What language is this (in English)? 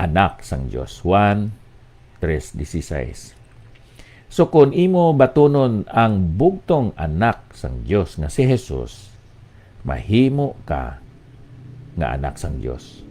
Hiligaynon